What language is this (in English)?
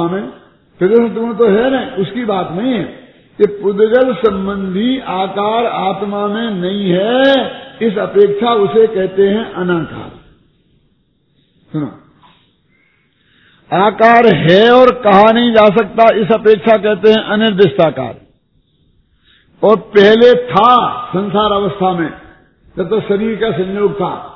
Hindi